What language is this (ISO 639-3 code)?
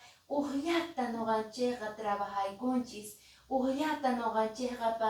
que